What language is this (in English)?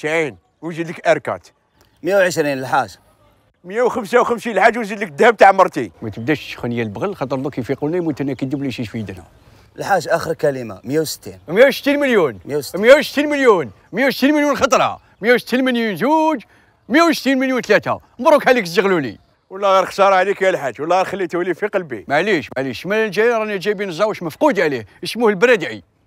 Algerian Arabic